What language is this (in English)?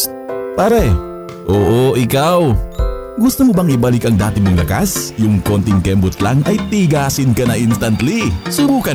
Filipino